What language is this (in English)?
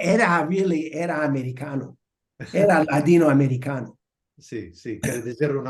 Ladino